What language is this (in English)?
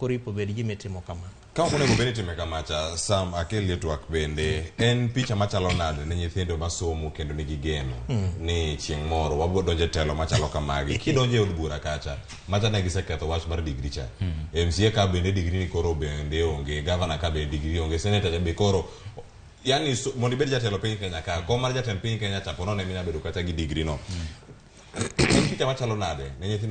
Luo (Kenya and Tanzania)